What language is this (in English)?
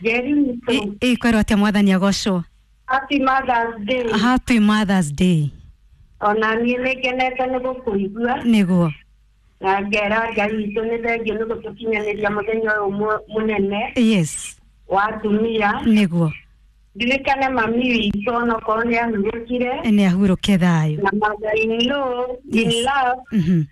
Kikuyu